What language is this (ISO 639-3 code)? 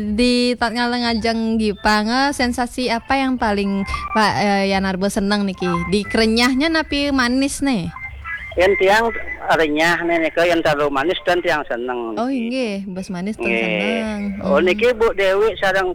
ban